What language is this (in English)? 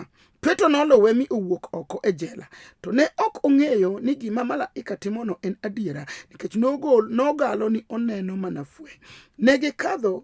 Luo (Kenya and Tanzania)